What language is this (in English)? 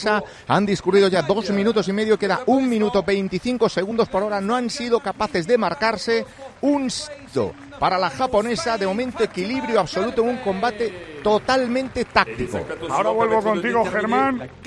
Spanish